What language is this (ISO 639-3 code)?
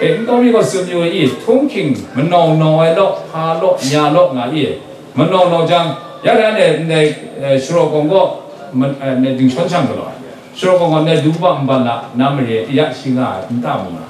kac